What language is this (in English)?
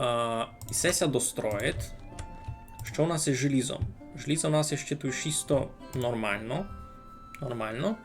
Rusyn